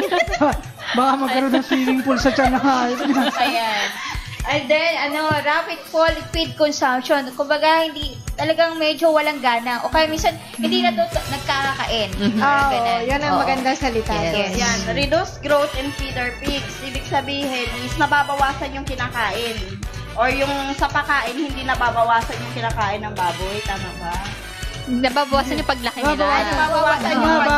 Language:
Filipino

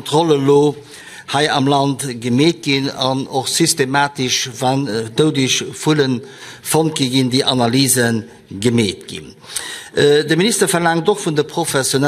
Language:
Luxembourgish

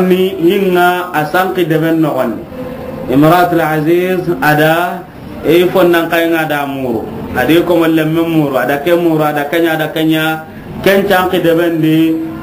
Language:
Soninke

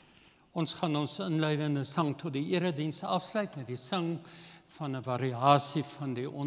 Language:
Afrikaans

